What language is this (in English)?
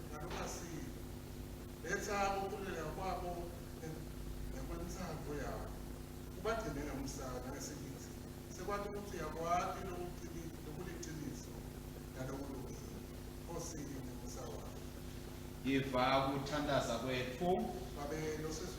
Swati